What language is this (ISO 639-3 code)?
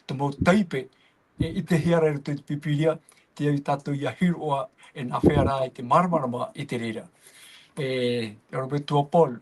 tah